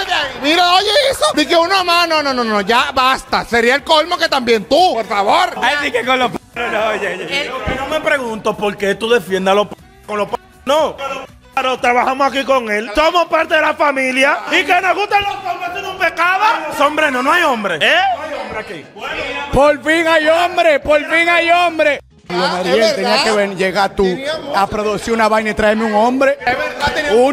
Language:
Spanish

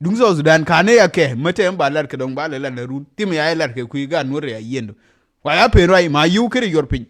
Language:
Nuer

